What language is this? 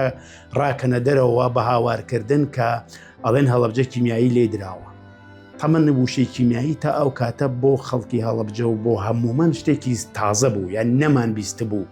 Central Kurdish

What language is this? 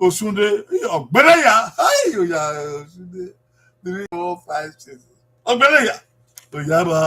Bini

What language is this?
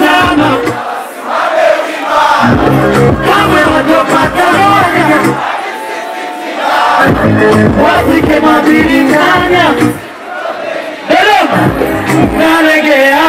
Swahili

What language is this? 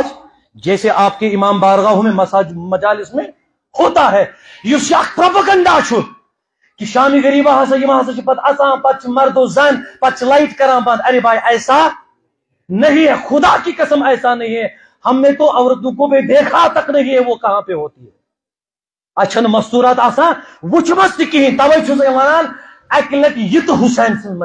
Kashmiri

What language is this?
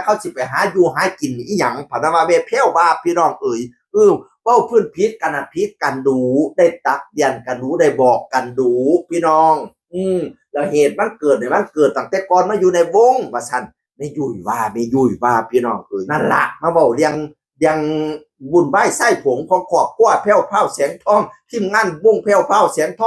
Northeastern Thai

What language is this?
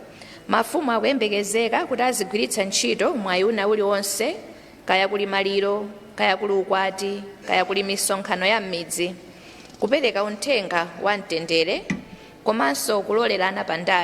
Nyanja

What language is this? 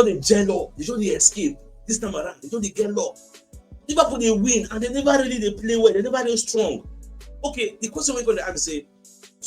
Nigerian Pidgin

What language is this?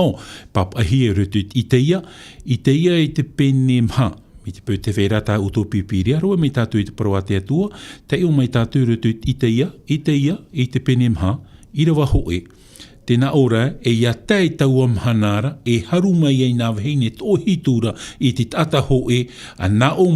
Tahitian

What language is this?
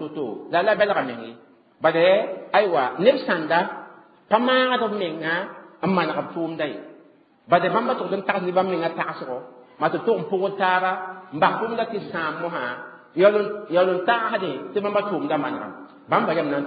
Mossi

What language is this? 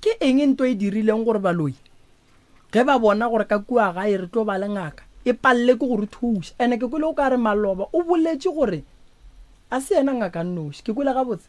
Northern Sotho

